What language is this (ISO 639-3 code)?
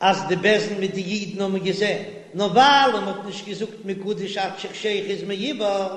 yid